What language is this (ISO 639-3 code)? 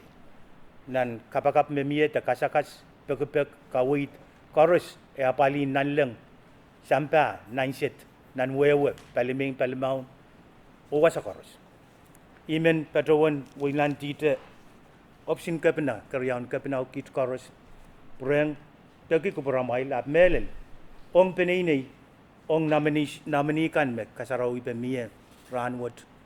pon